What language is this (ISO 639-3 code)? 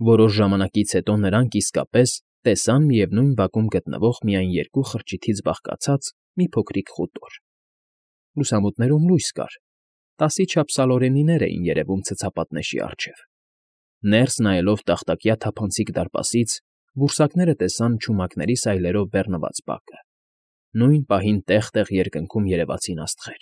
hye